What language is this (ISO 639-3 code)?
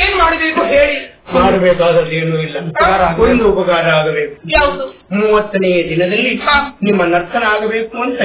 kan